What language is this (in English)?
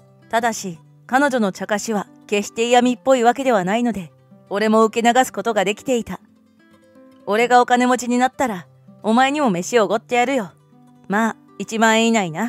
Japanese